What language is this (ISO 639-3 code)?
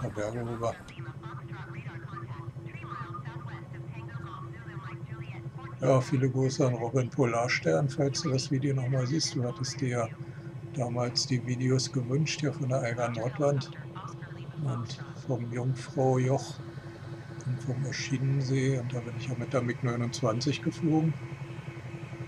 deu